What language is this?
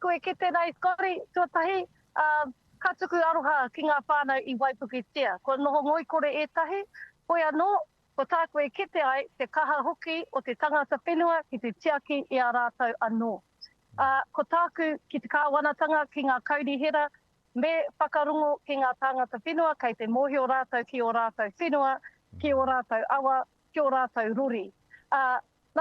Māori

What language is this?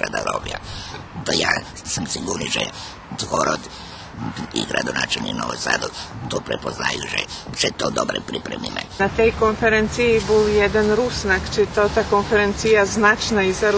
Rusyn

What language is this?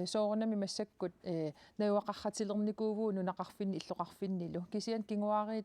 Kalaallisut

